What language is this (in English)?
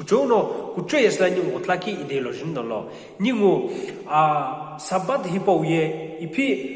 Sumi Naga